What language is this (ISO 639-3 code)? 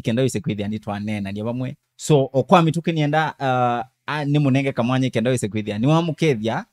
kam